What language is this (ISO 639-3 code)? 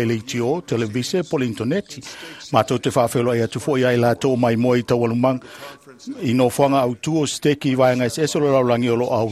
smo